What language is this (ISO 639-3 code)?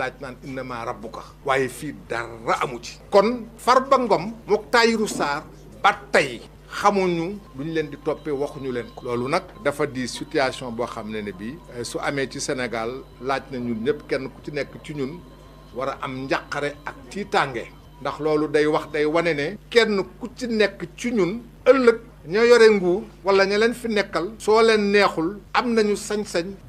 wol